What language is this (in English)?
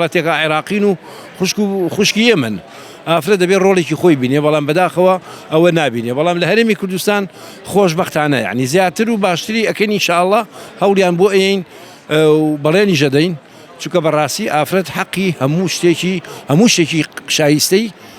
Central Kurdish